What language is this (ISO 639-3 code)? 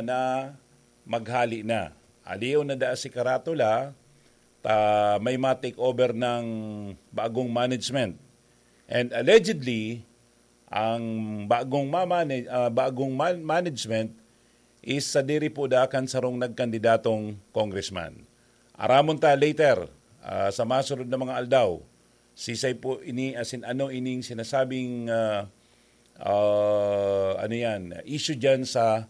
bik